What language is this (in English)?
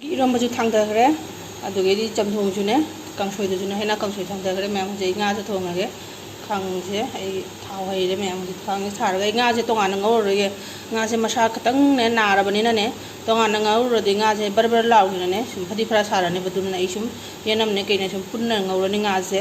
Manipuri